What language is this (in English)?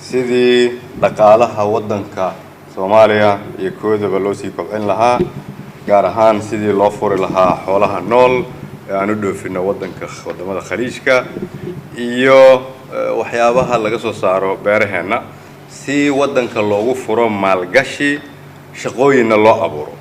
Somali